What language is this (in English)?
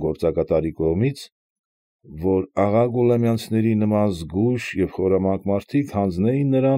Armenian